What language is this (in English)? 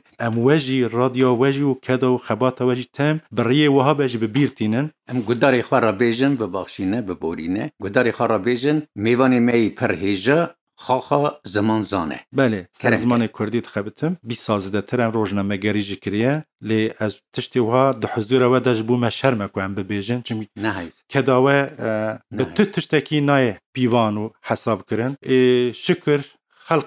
Kurdish